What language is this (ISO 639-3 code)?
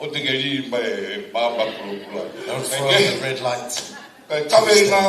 ton